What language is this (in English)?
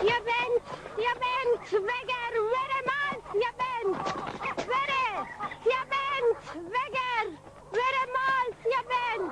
Kurdish